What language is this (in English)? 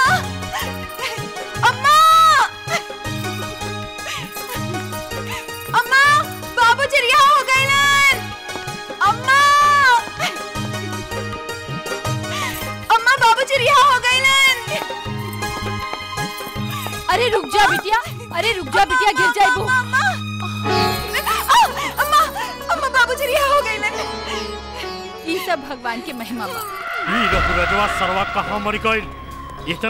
Bhojpuri